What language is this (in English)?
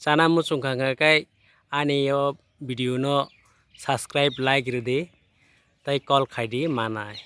Kok Borok